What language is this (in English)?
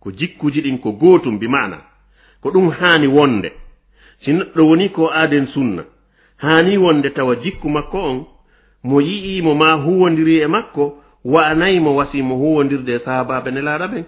Fula